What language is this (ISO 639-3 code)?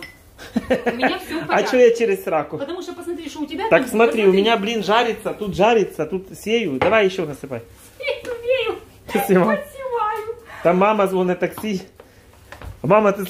rus